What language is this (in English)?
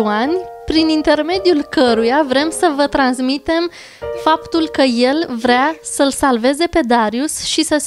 Romanian